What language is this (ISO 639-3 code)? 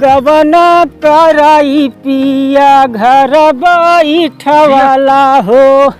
awa